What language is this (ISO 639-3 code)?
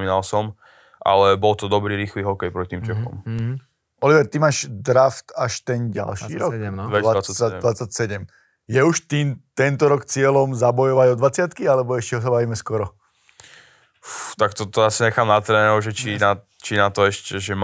slk